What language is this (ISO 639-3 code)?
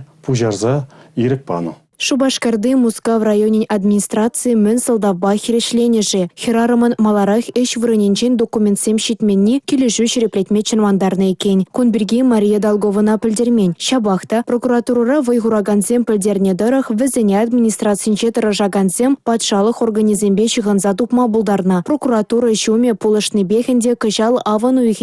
chv